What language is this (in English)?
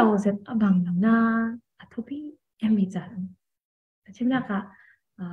Falam Chin